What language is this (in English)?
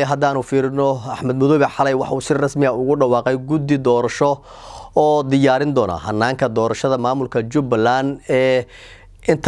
Somali